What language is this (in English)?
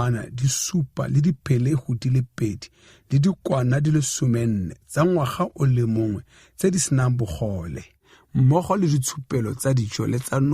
Tswana